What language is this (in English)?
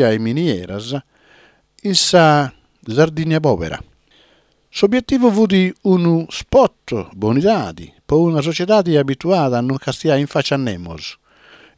Sardinian